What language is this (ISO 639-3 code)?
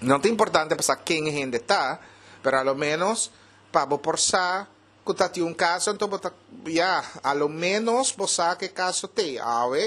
pap